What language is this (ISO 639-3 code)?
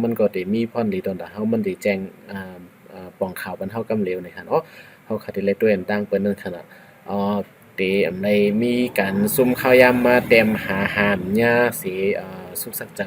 shn